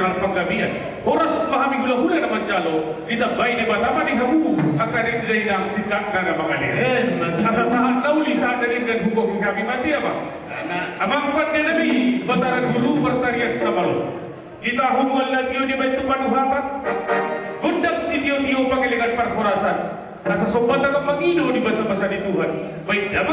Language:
Batak Toba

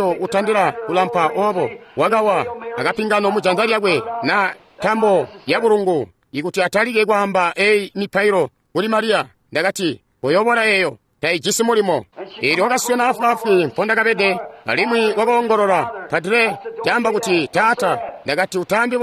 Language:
Tonga (Zambia)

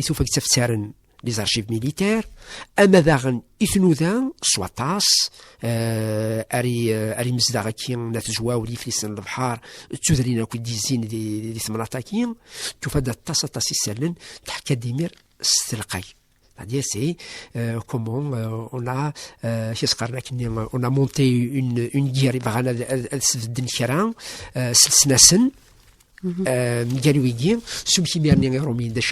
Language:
Kabyle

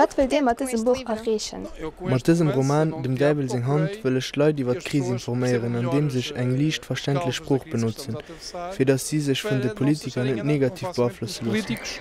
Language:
Luxembourgish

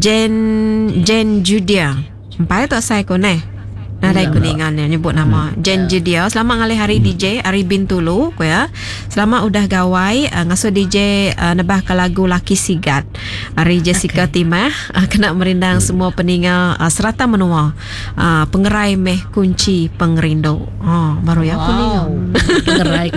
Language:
Iban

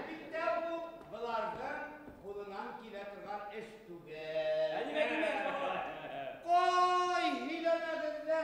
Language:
Bashkir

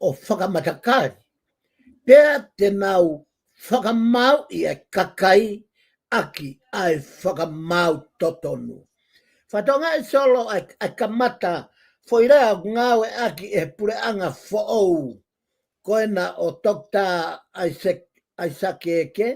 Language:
Tongan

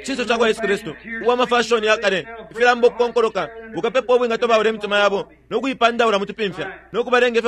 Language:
Bemba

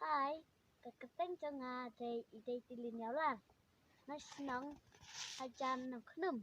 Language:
Khasi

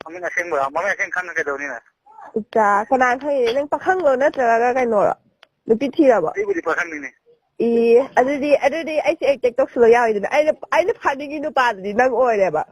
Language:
Manipuri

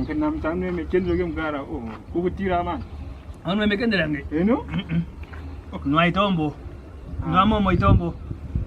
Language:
Kwangali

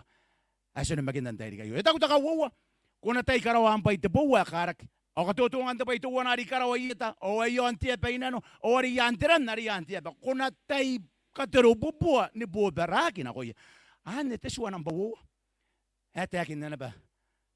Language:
Gilbertese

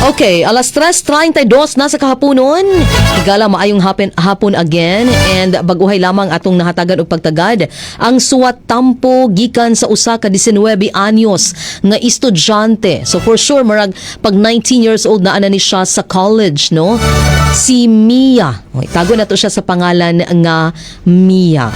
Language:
Cebuano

